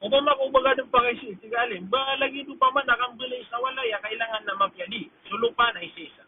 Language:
Maranao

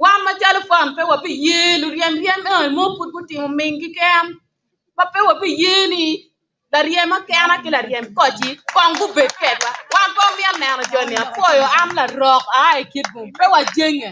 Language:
Acoli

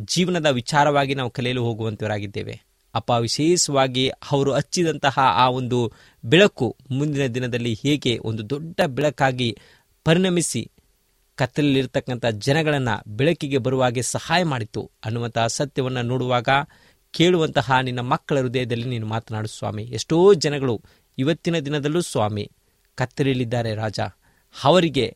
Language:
Kannada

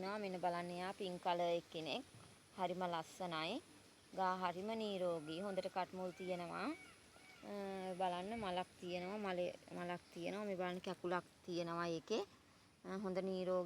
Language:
Sinhala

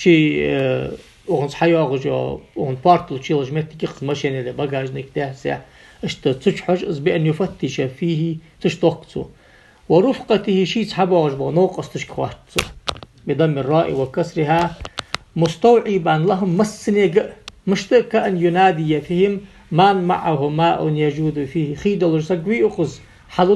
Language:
Ingush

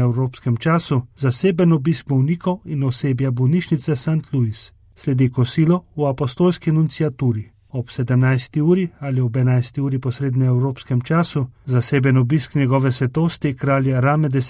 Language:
Slovenian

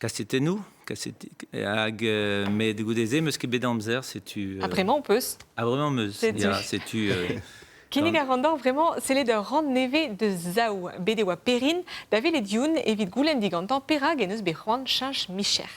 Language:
Breton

